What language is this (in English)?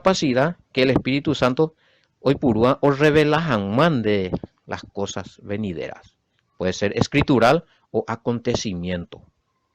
Guarani